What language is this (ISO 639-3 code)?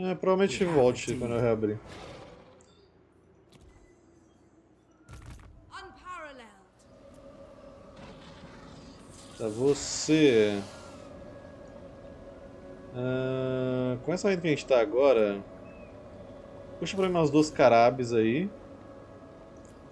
por